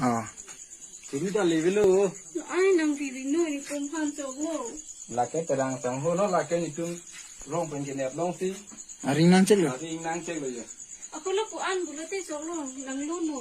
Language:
Karbi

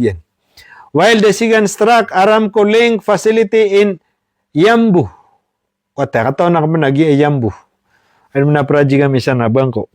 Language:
Maranao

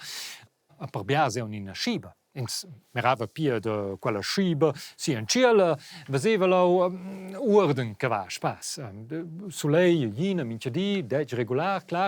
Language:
Romansh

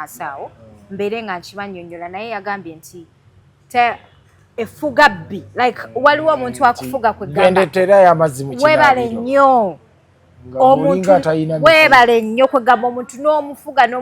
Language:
Ganda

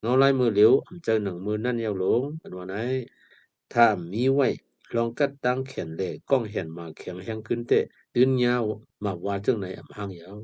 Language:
Shan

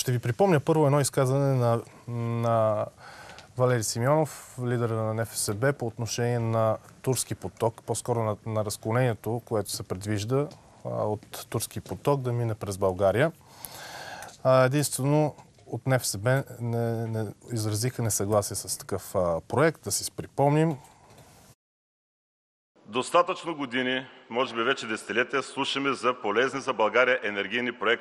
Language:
Bulgarian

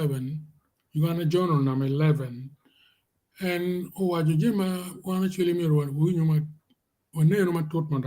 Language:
Acoli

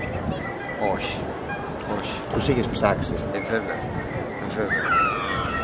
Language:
Greek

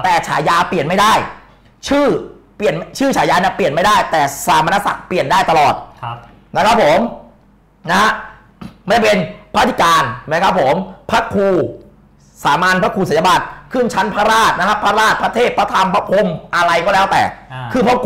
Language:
Thai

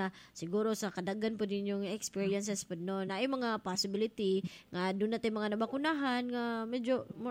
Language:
Cebuano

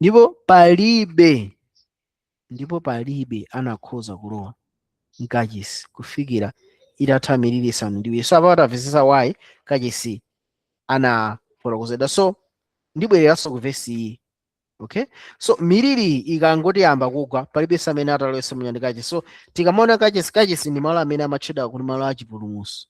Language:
Nyanja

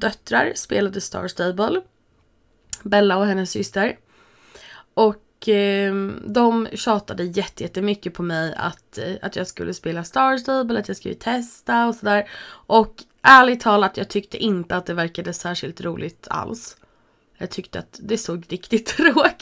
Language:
Swedish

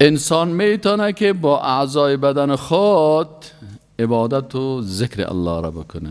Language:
Persian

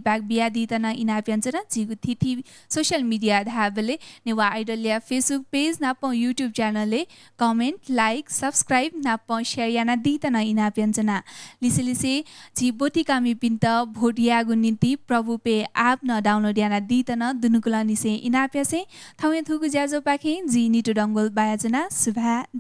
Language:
Newari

